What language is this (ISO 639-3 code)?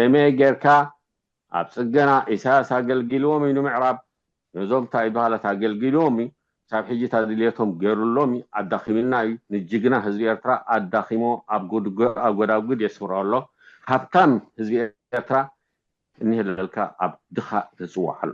tir